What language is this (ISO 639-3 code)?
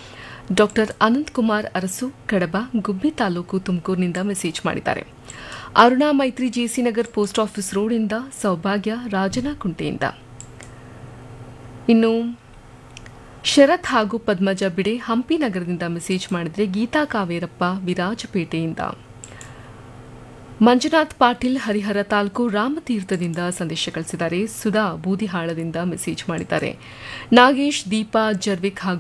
kan